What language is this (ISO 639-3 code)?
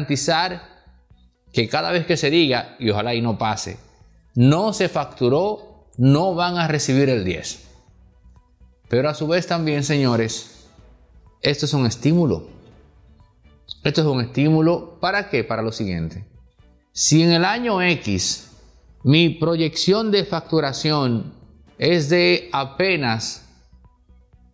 spa